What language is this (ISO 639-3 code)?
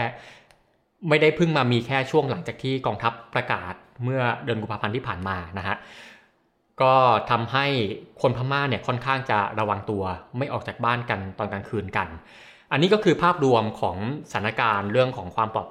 tha